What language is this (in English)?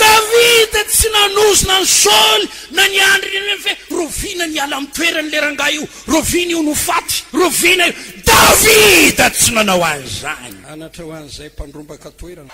Malagasy